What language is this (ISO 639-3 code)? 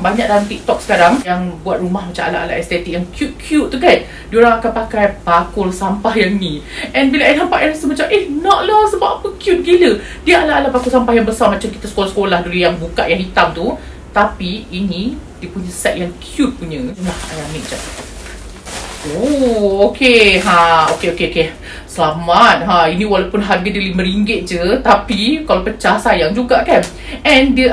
msa